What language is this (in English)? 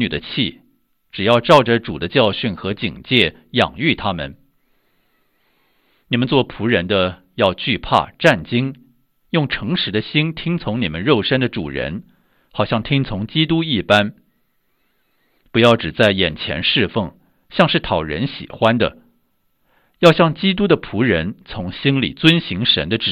Chinese